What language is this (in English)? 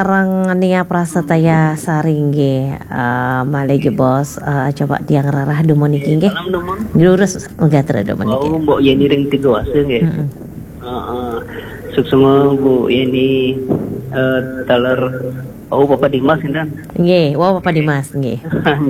Balinese